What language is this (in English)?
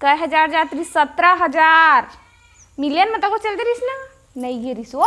Chhattisgarhi